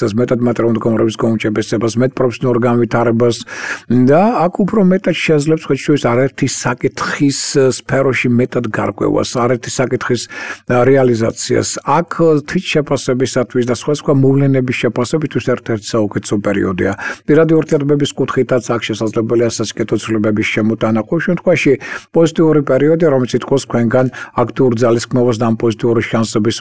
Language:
Georgian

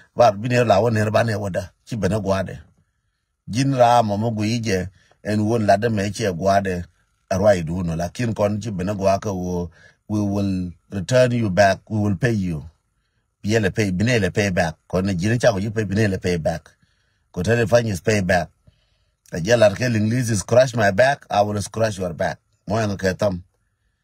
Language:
Nuer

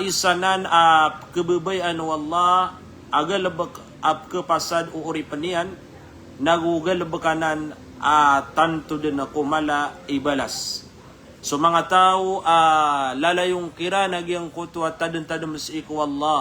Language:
Maranao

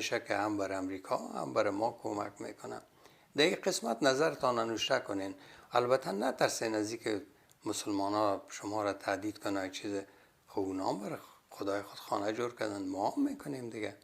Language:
Persian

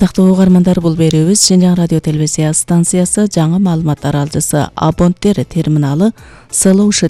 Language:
Kyrgyz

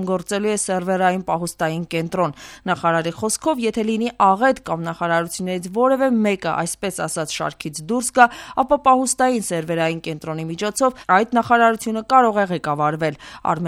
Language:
Armenian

